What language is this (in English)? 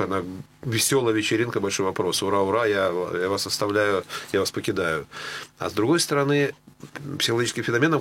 Russian